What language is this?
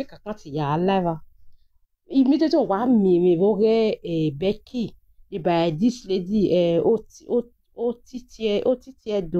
Nigerian Pidgin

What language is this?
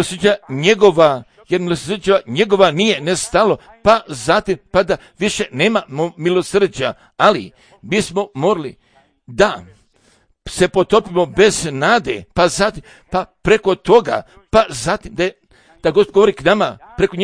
Serbian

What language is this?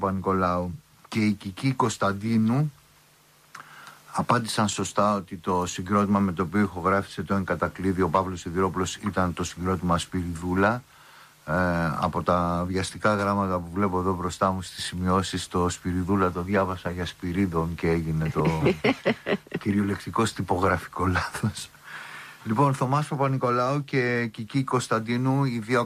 Greek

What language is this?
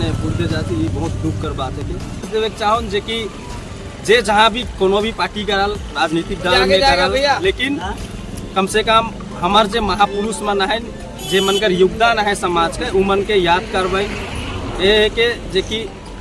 Sadri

